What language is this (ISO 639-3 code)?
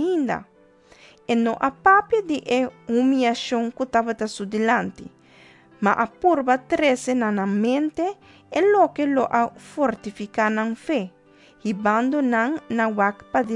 pap